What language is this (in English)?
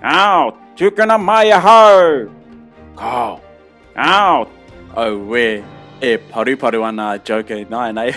Māori